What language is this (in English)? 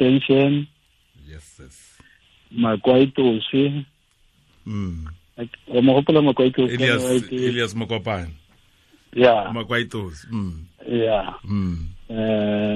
Tswana